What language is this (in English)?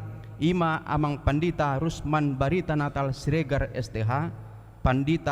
Batak Toba